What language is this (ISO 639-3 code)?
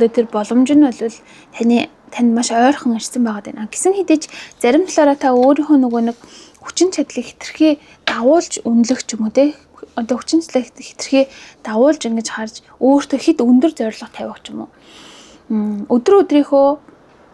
mon